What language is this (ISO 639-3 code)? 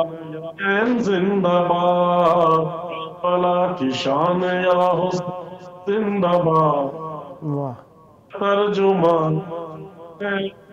urd